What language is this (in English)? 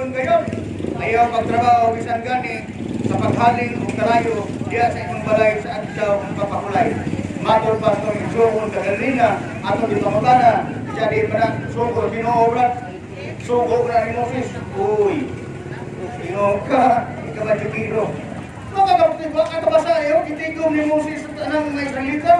Cebuano